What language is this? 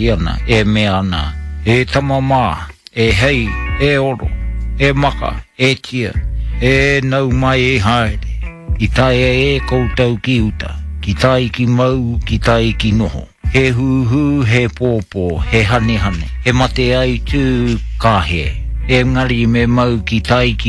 Māori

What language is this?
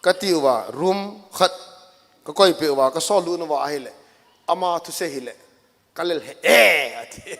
Thado Chin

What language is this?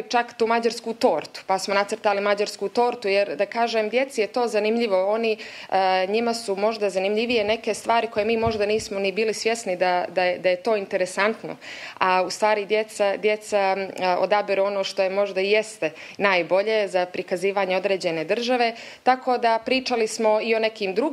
Bosnian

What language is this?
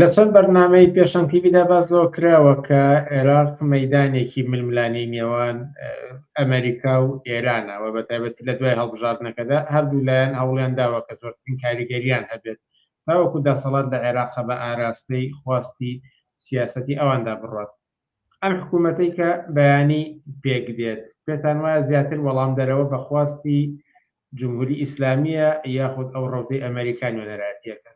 Central Kurdish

